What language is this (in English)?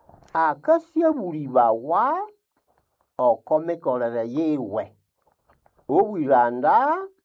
Nande